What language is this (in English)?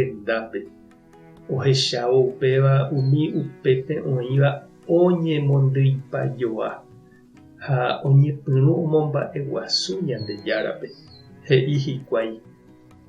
Guarani